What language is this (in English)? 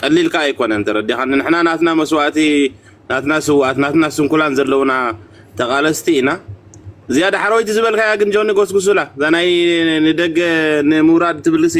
Tigrinya